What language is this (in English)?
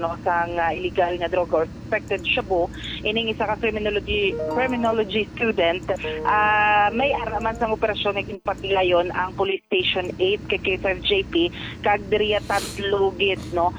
Hiligaynon